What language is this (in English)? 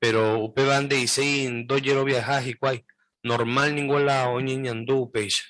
Guarani